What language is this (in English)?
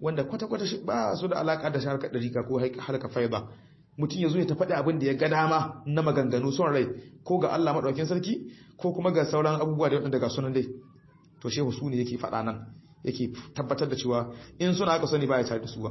Hausa